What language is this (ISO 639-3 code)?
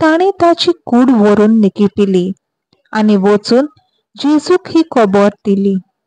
kok